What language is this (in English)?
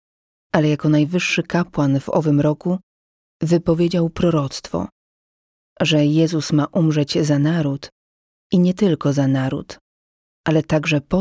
Polish